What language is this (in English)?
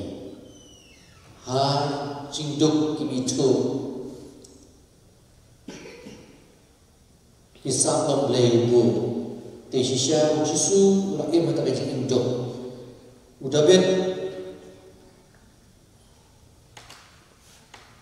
Khasi